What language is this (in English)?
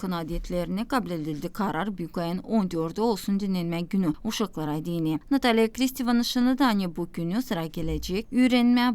Gagauz